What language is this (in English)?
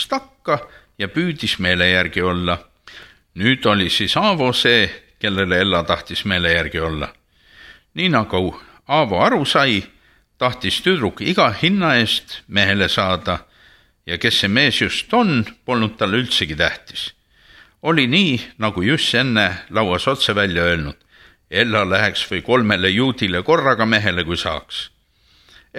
Estonian